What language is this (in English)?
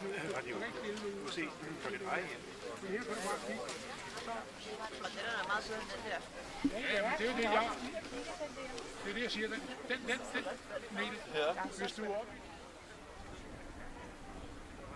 Danish